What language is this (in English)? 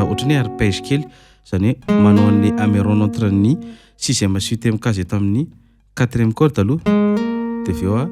Malagasy